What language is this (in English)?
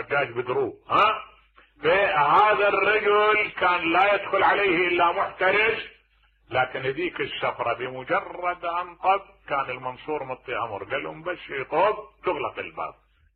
Mesopotamian Arabic